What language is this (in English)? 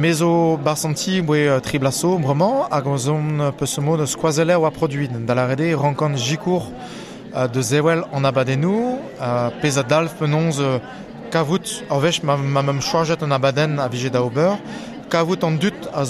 Breton